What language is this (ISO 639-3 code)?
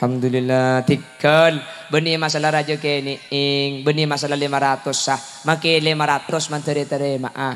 mad